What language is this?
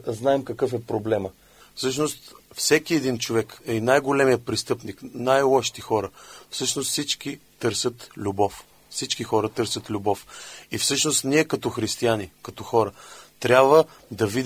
Bulgarian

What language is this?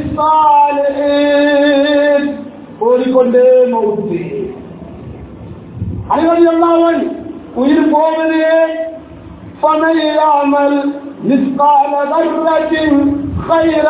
Tamil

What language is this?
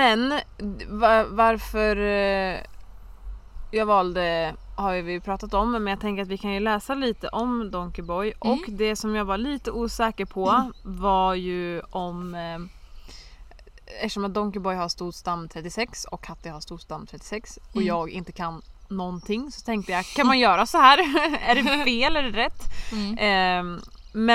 Swedish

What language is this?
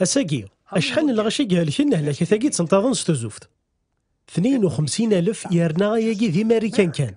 Kabyle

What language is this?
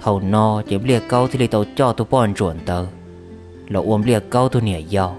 Hmong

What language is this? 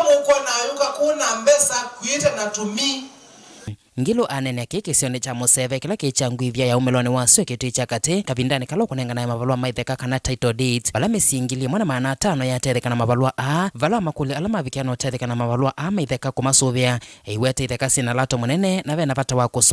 Kamba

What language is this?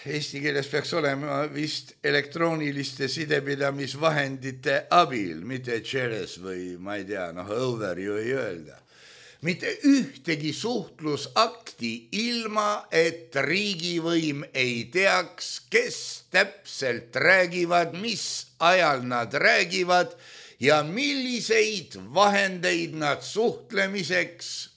Estonian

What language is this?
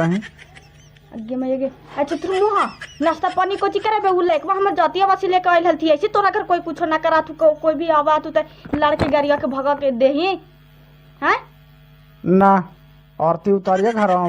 Magahi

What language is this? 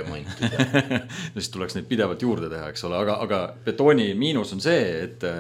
Estonian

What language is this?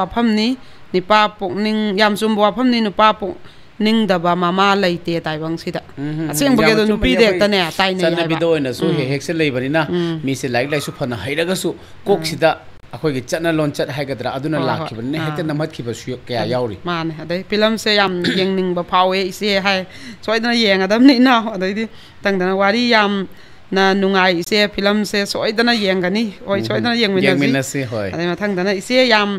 Manipuri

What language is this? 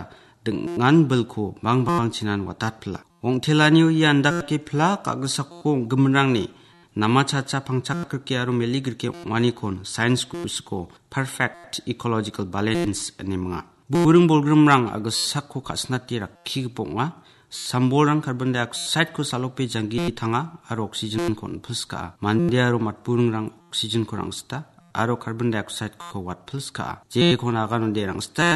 Garo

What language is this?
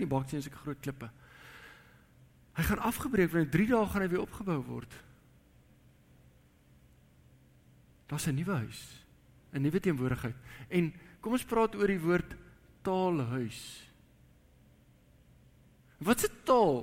Afrikaans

